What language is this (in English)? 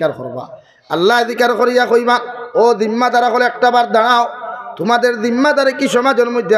Sylheti